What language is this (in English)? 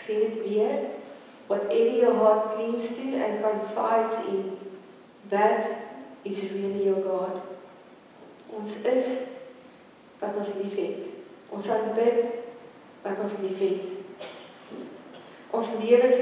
Afrikaans